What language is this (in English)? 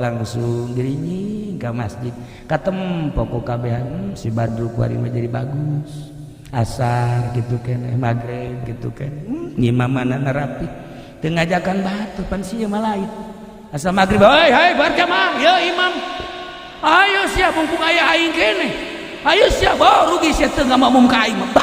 Sundanese